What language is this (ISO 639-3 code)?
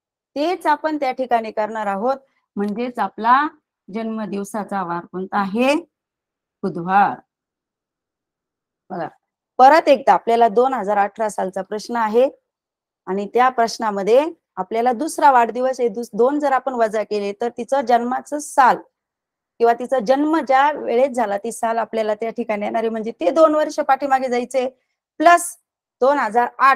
mar